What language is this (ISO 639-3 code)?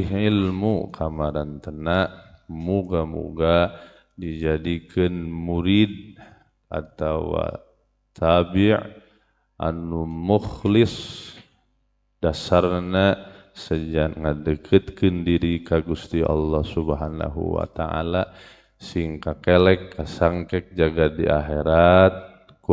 sun